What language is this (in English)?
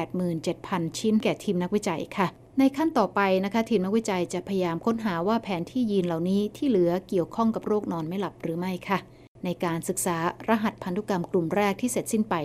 Thai